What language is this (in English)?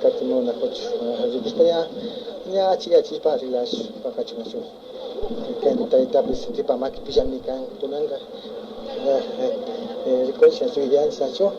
Imbabura Highland Quichua